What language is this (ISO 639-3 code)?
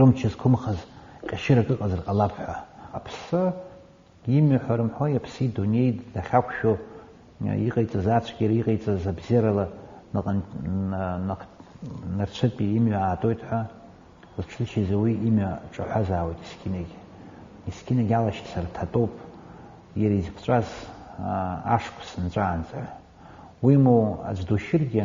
abk